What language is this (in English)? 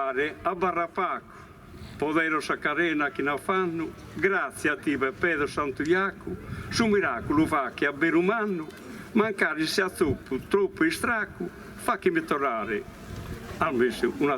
Sardinian